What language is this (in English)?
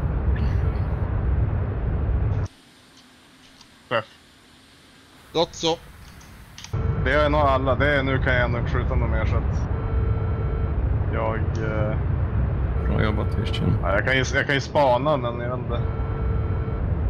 Swedish